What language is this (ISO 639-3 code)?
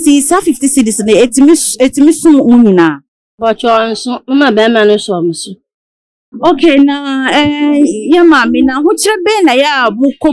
aka